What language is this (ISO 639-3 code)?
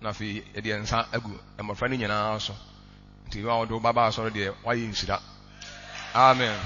aka